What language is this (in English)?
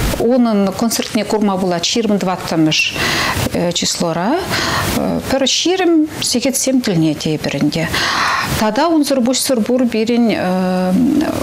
Chuvash